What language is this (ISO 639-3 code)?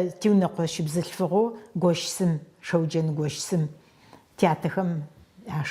ady